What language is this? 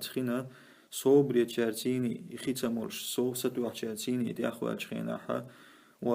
Chechen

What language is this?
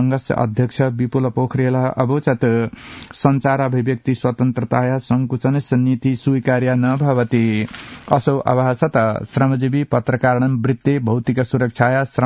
Sanskrit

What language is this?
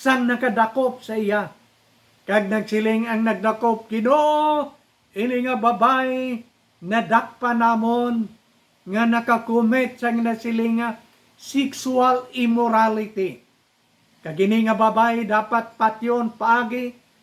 Hiligaynon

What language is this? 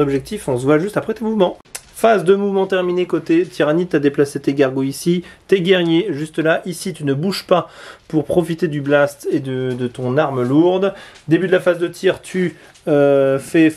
French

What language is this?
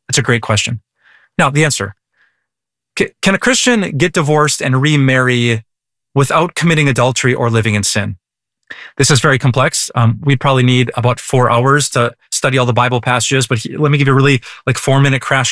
English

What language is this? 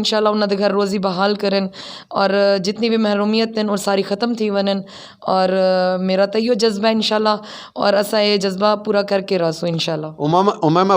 Saraiki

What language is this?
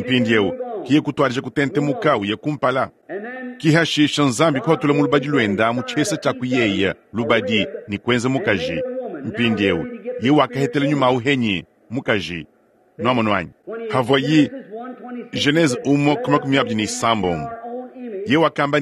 Luba-Lulua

